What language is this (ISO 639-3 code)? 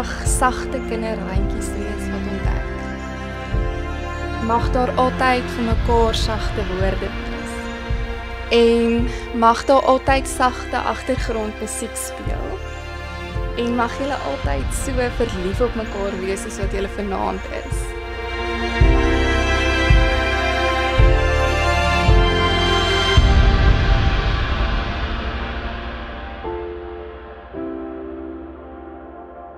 afr